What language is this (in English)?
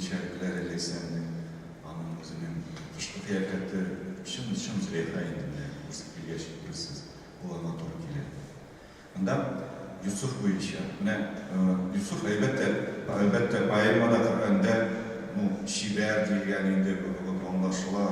Tatar